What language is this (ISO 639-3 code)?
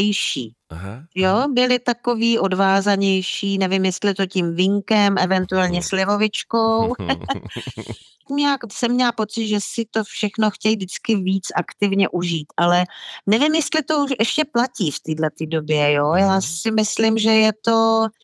ces